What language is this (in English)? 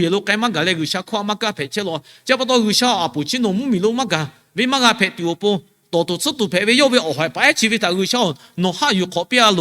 Lahu